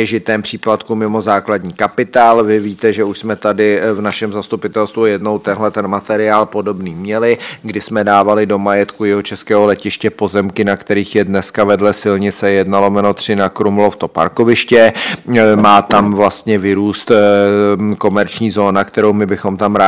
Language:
Czech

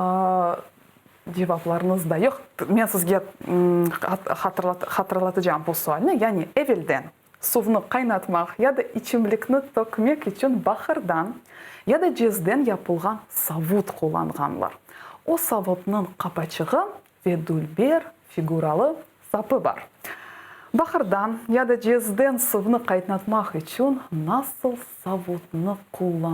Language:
Crimean Tatar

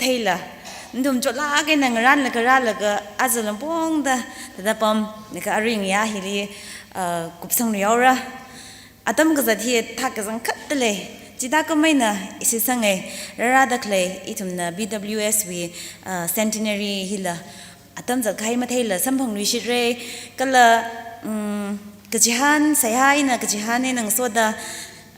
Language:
Tangkhul Naga (India)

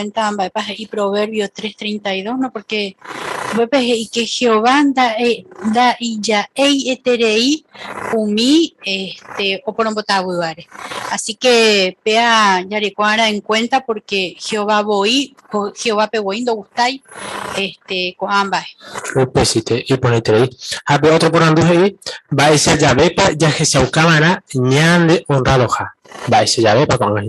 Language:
Guarani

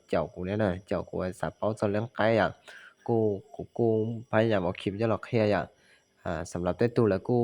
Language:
Hmong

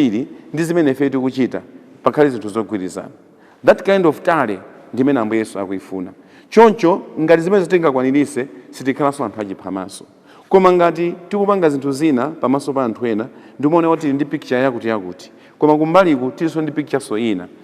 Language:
Nyanja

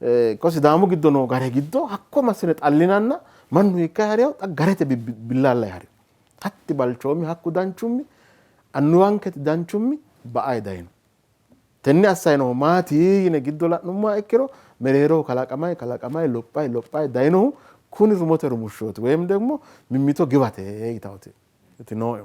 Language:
Sidamo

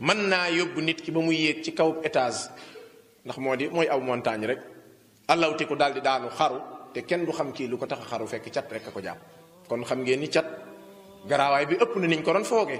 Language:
Wolof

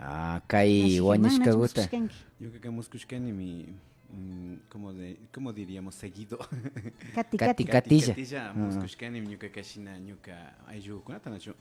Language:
Imbabura Highland Quichua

